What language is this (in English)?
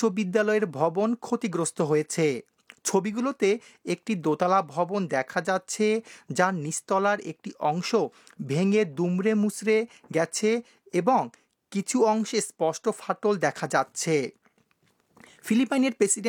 Bangla